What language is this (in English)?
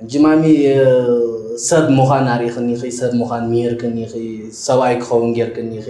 Tigrinya